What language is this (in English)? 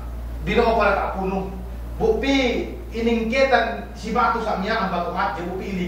Yakan